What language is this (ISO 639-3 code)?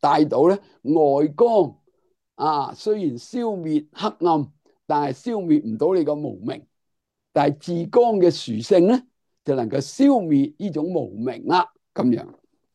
yue